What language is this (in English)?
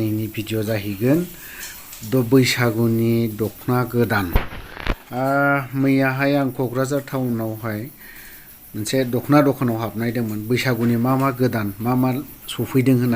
Bodo